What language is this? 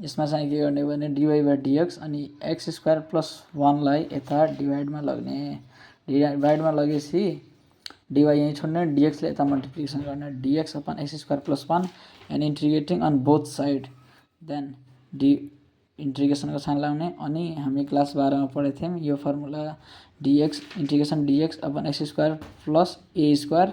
Nepali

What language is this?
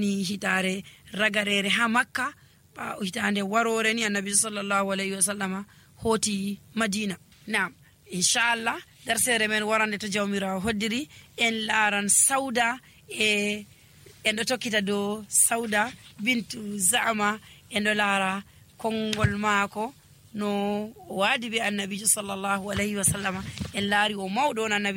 Nigerian Fulfulde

